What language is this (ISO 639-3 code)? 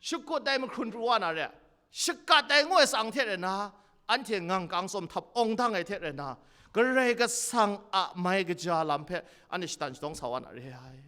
kac